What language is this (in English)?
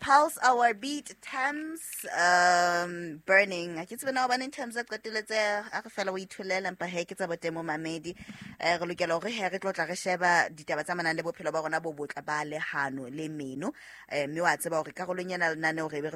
Southern Sotho